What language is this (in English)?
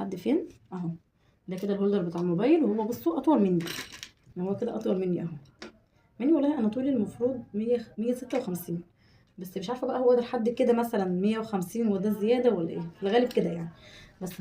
Egyptian Arabic